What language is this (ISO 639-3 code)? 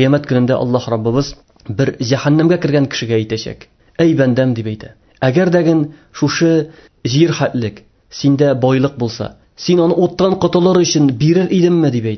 tat